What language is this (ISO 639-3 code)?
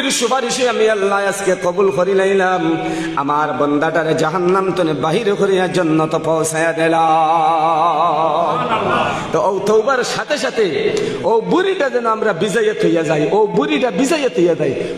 syl